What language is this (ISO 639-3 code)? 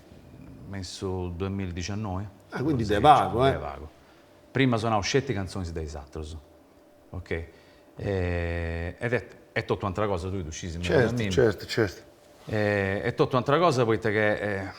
srd